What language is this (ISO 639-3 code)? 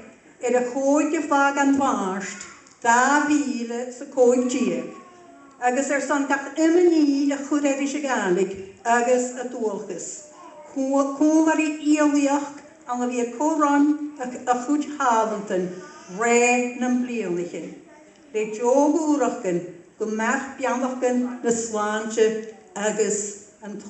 gla